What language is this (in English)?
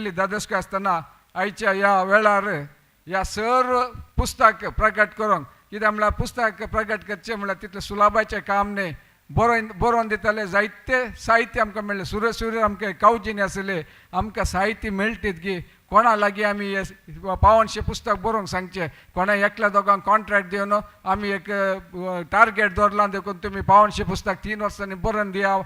Konkani